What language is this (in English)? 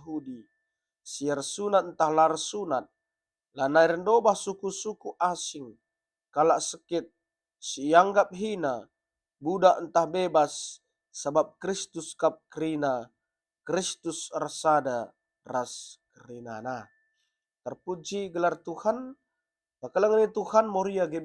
Batak Karo